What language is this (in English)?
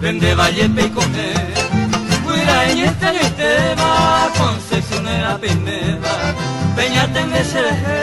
Guarani